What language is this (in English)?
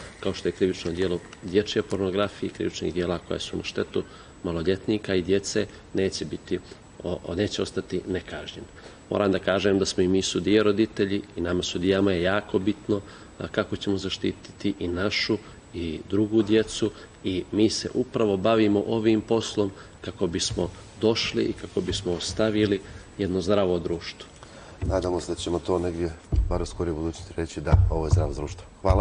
Serbian